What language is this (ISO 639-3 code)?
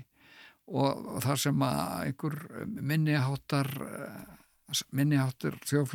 isl